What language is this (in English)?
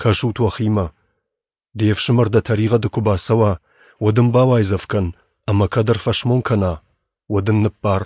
Ossetic